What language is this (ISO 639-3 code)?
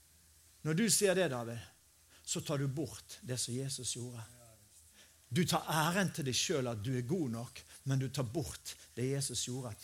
nor